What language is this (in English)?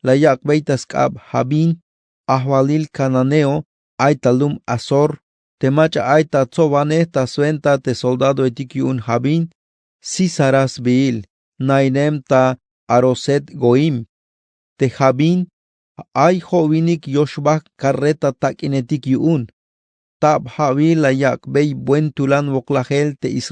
Tzeltal